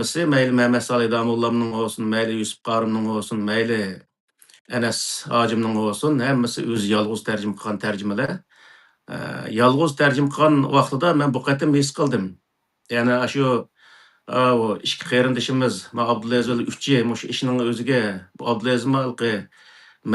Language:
Uyghur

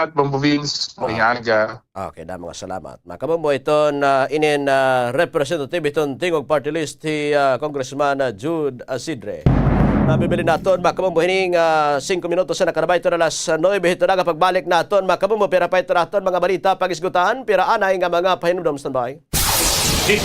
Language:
Waray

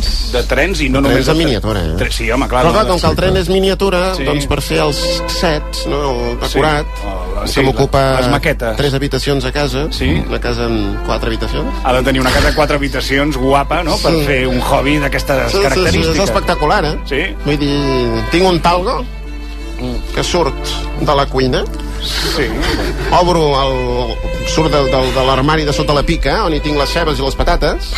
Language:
Catalan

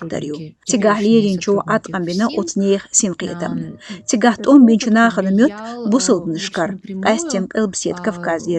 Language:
Chechen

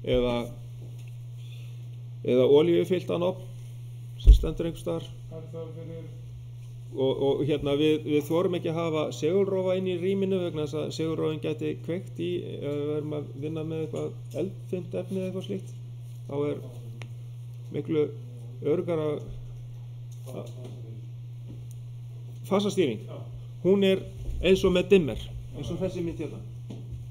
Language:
Icelandic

